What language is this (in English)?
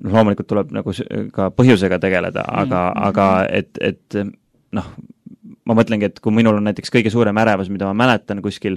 Estonian